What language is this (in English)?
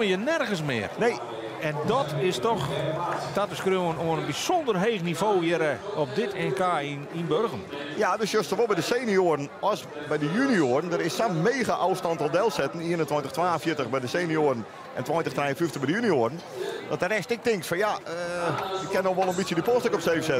Western Frisian